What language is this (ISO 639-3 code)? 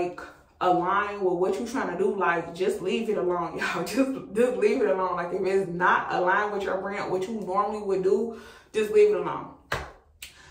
eng